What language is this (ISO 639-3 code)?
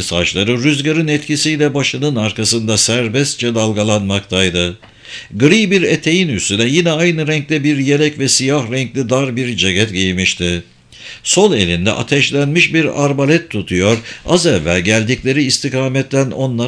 tur